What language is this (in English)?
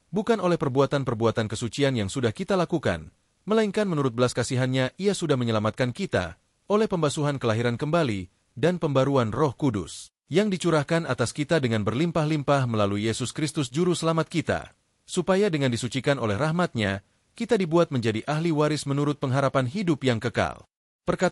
Indonesian